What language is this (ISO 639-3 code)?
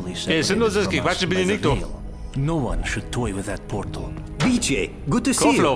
bar